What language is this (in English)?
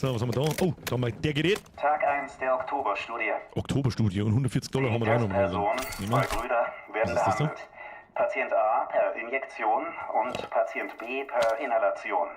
Bavarian